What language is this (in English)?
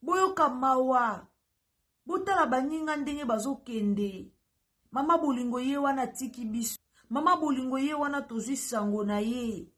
Lingala